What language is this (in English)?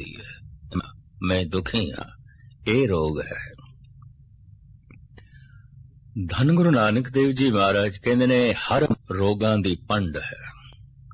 Punjabi